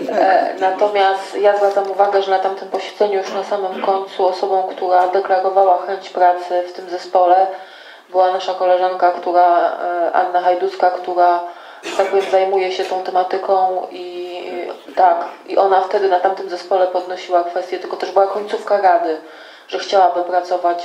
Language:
Polish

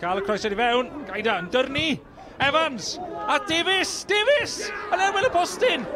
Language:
Welsh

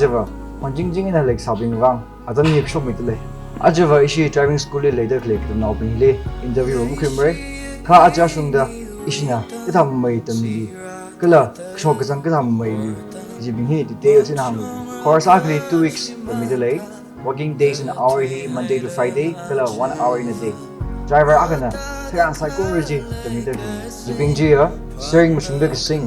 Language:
Tangkhul Naga (India)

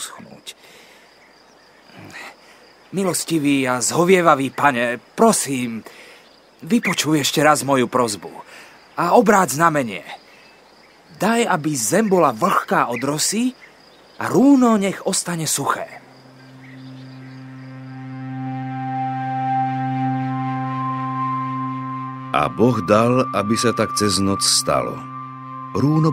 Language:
Slovak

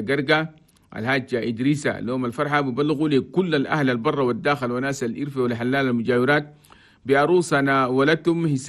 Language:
Chadian Arabic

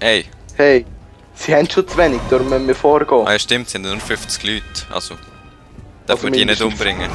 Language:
Swiss German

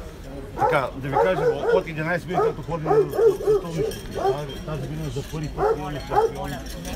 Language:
Bulgarian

